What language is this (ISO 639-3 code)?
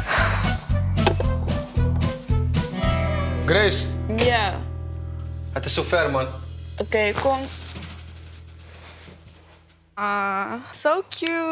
nld